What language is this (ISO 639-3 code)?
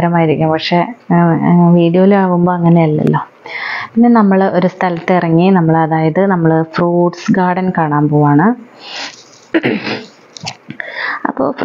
mal